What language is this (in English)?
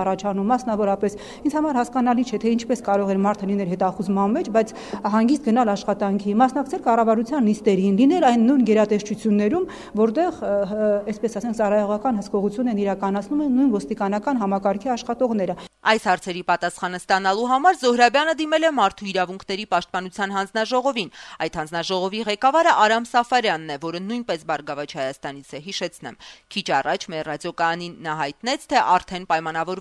Armenian